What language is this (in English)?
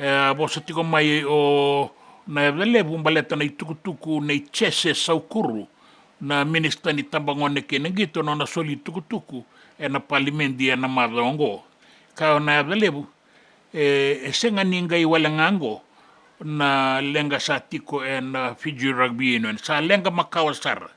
Fijian